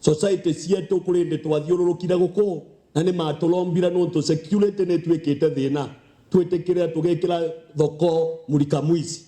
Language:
Meru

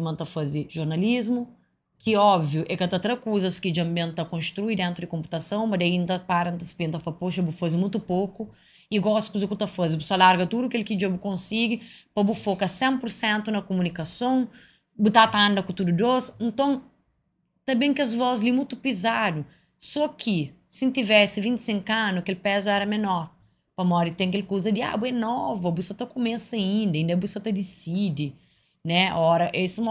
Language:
Kabuverdianu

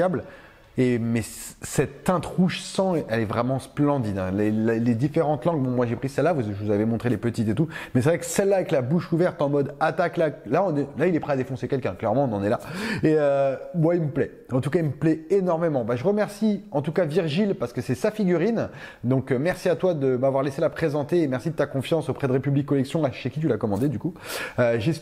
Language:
French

